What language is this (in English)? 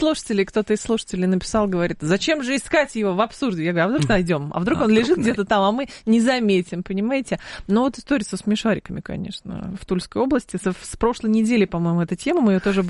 Russian